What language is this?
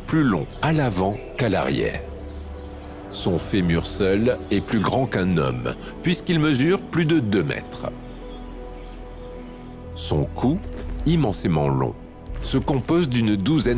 French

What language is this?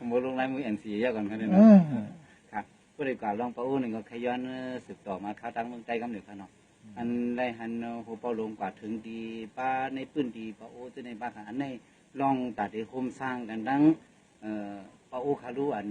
Shan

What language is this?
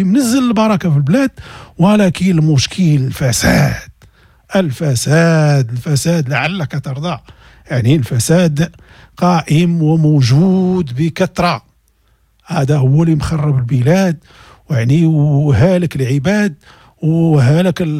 Moroccan Arabic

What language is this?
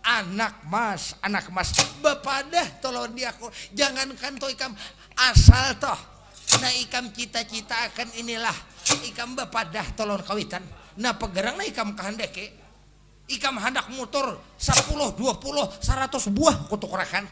Banjar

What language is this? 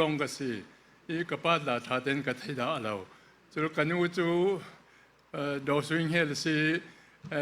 Falam Chin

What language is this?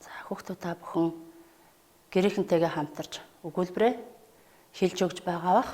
Mongolian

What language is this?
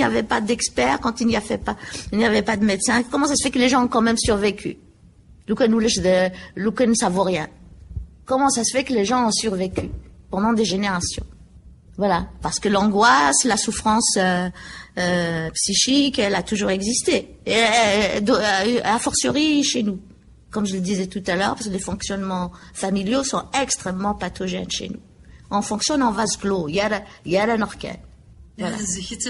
Kabyle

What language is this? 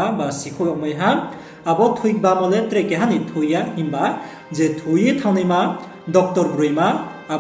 Riang (India)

